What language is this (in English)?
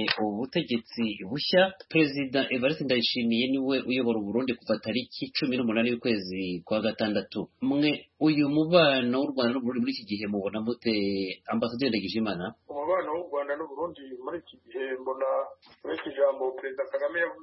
Kinyarwanda